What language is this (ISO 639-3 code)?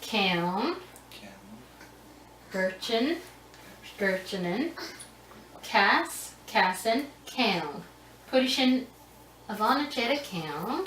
gla